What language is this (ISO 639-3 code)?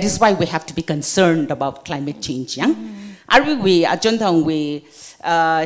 nmf